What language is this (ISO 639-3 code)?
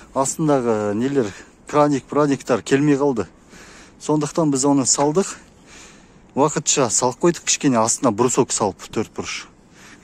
kaz